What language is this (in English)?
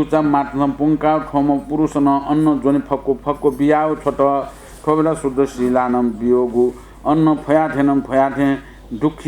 Newari